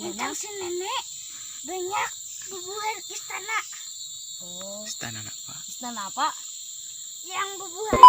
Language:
Banjar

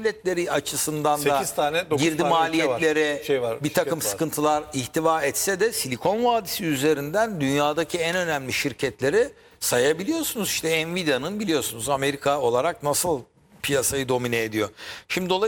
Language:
Turkish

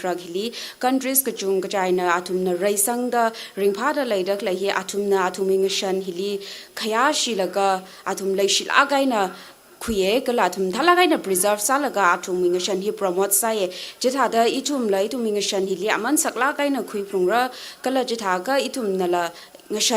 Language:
Tangkhul Naga (India)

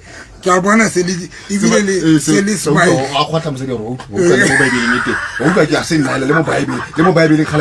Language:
Southern Sotho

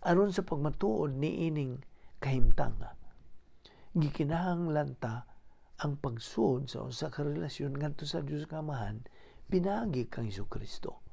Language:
Cebuano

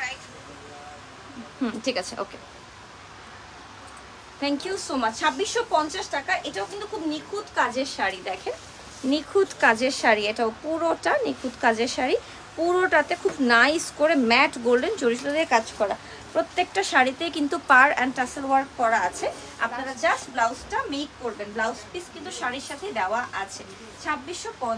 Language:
Bangla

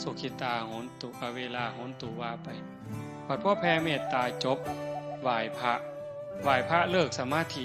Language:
Northeastern Thai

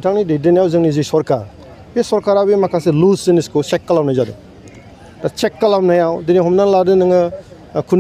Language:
Bodo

